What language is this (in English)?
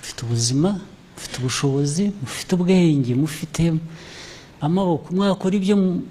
Kinyarwanda